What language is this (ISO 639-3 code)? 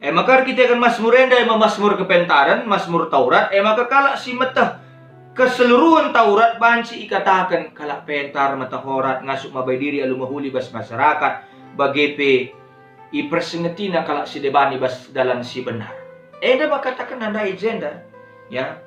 btx